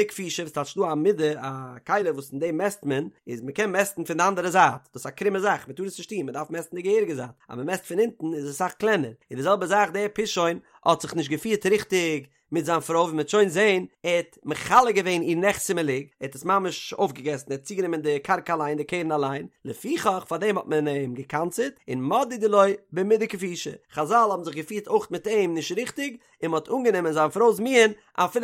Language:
Yiddish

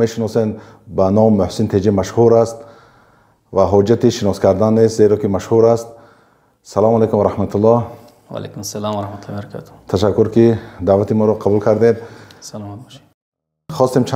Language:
Tajik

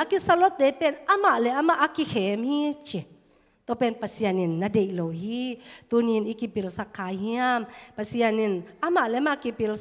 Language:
Tedim Chin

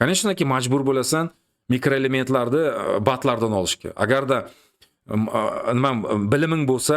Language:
Uzbek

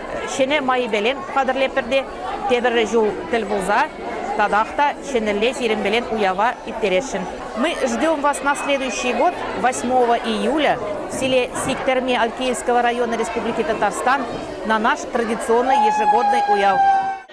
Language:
Chuvash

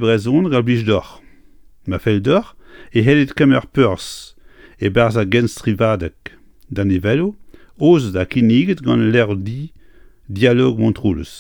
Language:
Breton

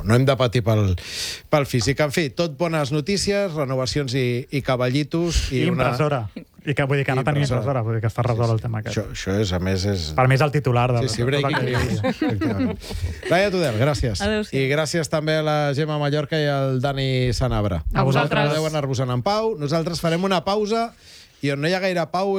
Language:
Catalan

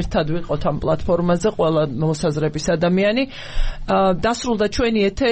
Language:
Georgian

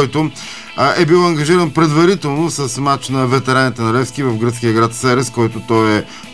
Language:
Bulgarian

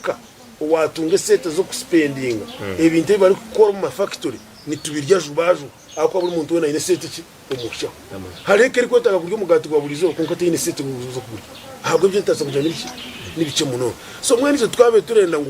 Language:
Nyankole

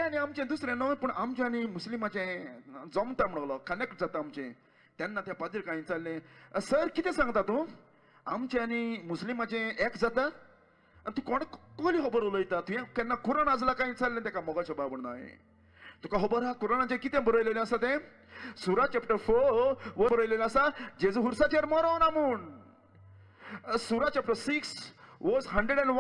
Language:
Konkani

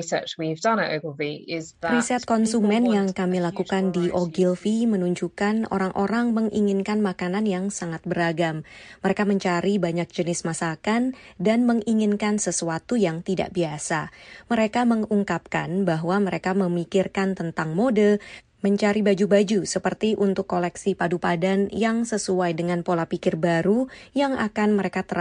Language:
Indonesian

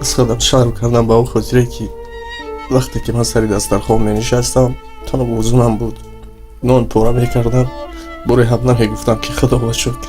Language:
Tajik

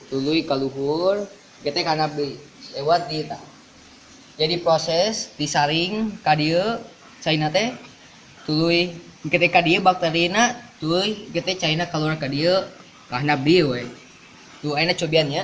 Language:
Sundanese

